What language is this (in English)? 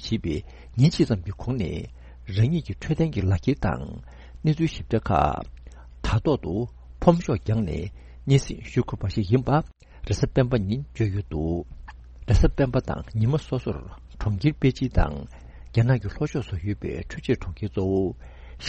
Tibetan